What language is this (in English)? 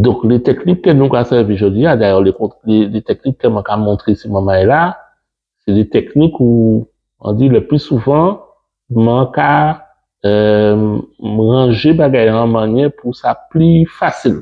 Guadeloupean Creole French